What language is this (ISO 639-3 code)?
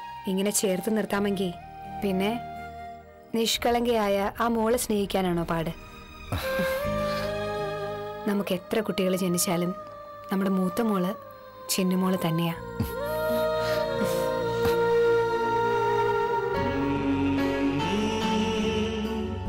mal